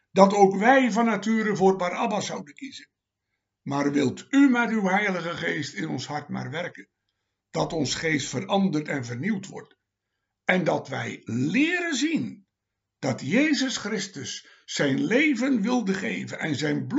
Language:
Dutch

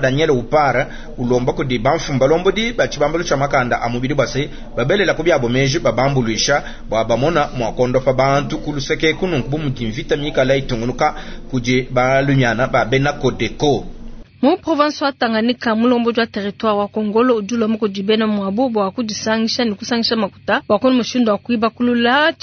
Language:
Luba-Lulua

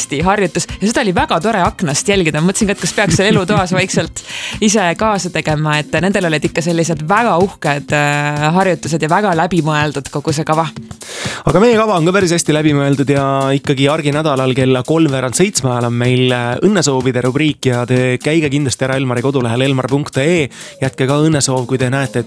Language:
Estonian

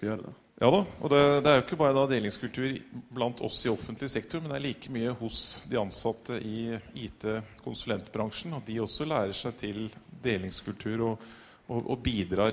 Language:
Norwegian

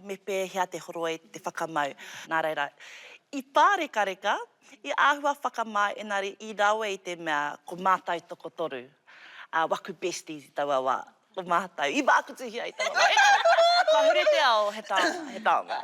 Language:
Māori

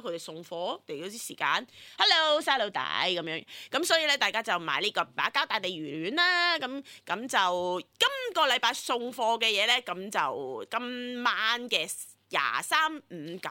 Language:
Cantonese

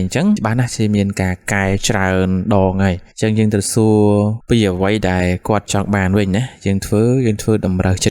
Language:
Khmer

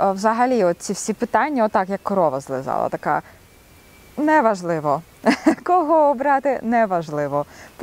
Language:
Ukrainian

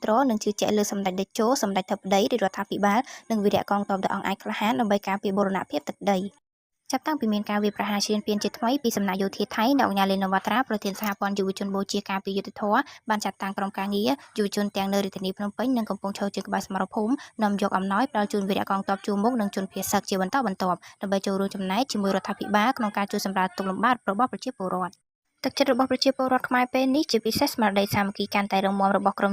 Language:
Khmer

